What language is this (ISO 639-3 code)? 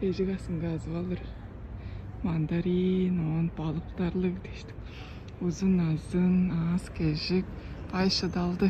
tyv